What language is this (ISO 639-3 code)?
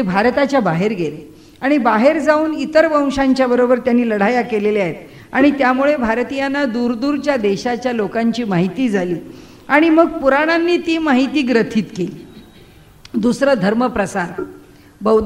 mar